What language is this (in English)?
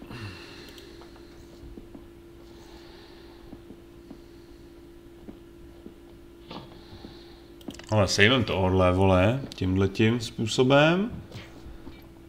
Czech